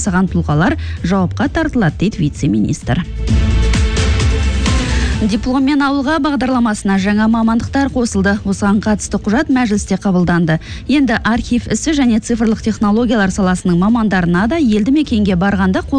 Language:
Kazakh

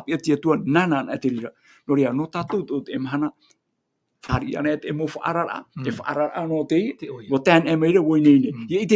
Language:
Tahitian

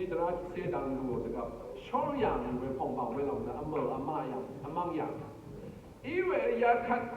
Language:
Rawang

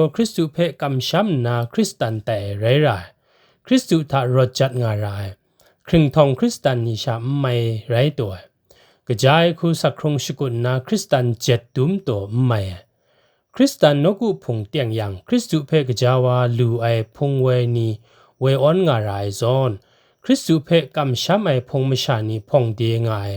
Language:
Kachin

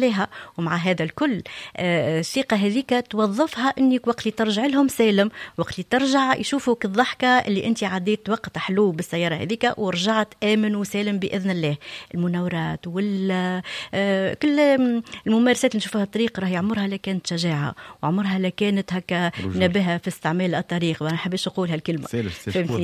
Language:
Tunisian Arabic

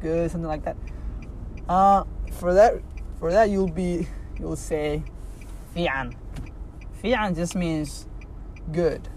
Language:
English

